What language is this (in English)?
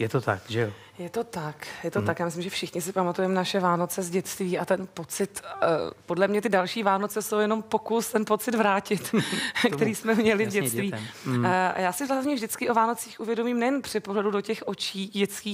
Czech